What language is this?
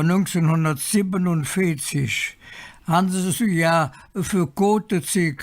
Colognian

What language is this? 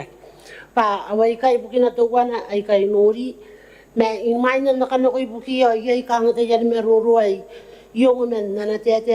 Gilbertese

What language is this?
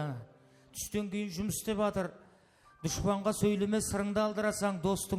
Kara-Kalpak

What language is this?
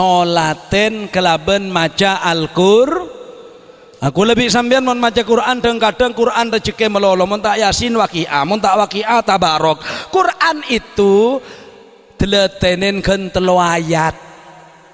Madurese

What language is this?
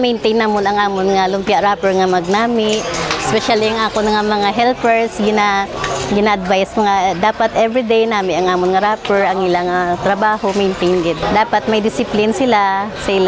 Hiligaynon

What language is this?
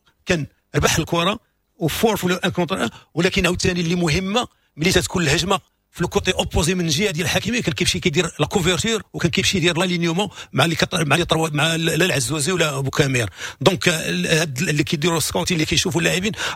Moroccan Arabic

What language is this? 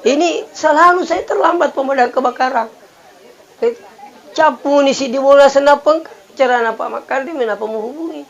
Buginese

